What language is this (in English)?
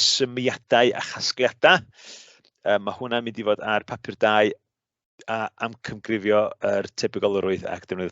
Welsh